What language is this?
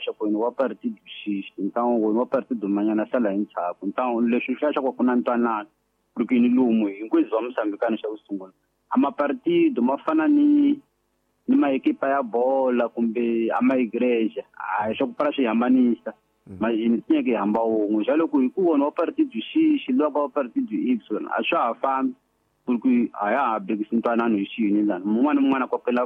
Tsonga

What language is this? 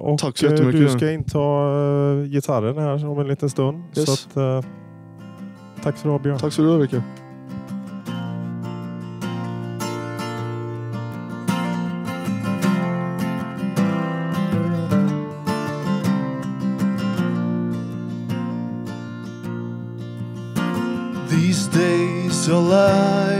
Swedish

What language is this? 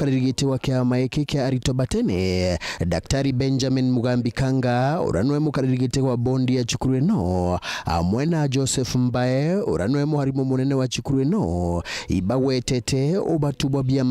Meru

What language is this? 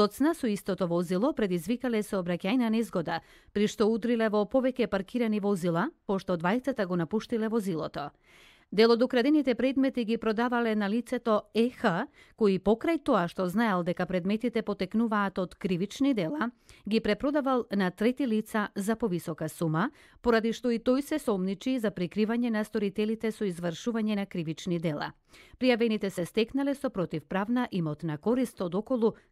Macedonian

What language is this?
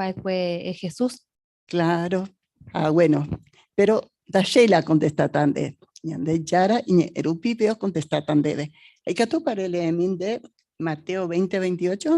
Guarani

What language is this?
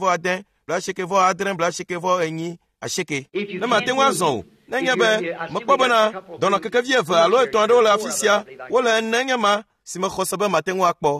Ewe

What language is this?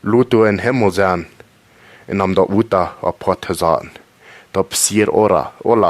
Plautdietsch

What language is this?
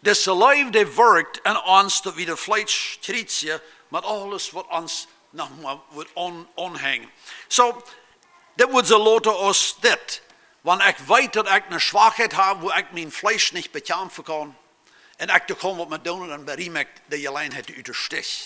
Plautdietsch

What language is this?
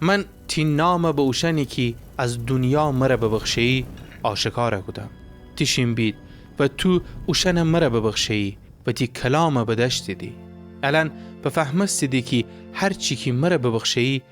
Gilaki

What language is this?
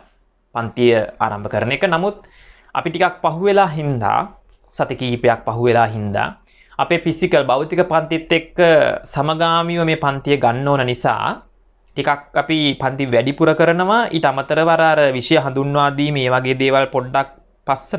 Sinhala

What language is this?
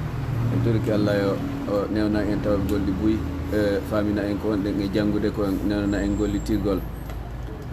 Fula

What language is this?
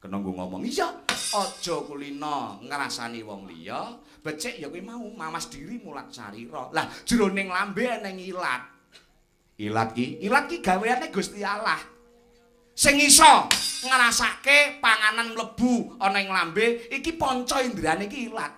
Javanese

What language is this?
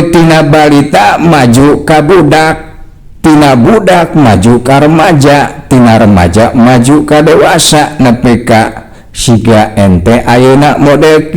Sundanese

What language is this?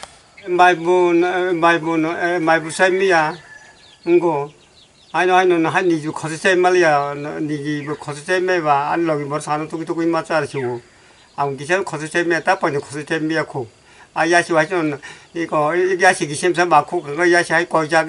Kok Borok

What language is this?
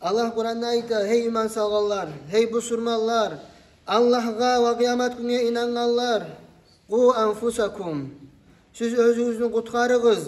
Kumyk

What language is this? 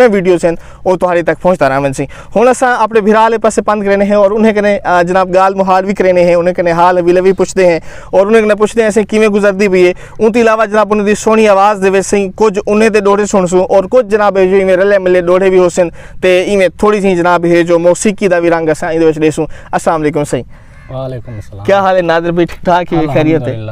Saraiki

